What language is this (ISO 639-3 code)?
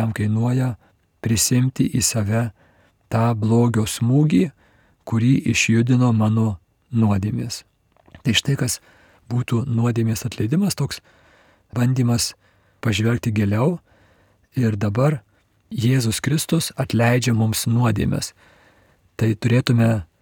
lit